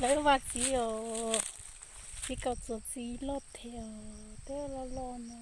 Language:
Hmong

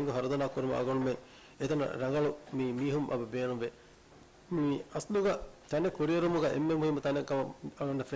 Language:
Divehi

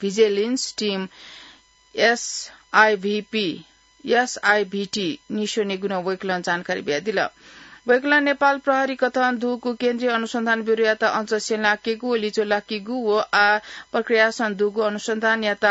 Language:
Newari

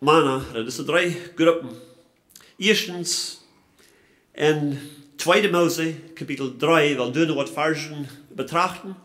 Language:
Plautdietsch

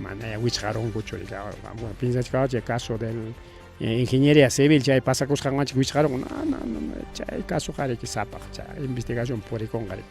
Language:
Ayacucho Quechua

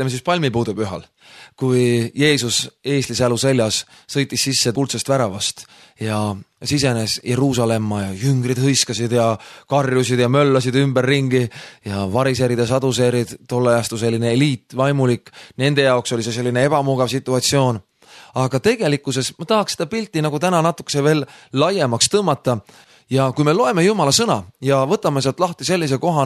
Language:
Estonian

